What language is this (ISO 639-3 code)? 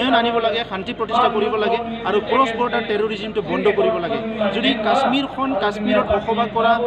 asm